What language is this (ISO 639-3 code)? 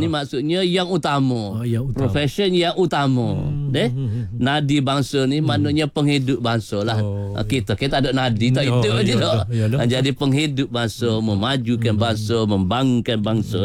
msa